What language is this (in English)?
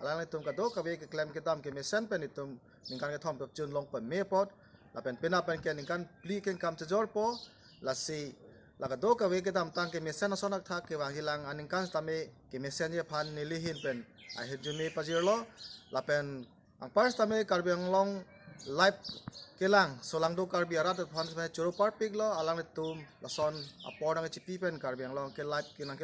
Karbi